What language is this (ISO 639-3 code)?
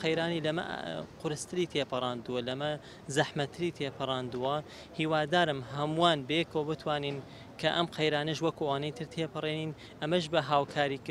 ckb